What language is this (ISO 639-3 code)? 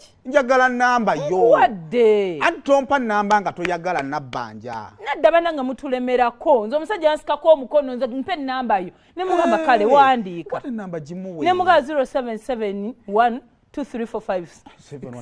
lug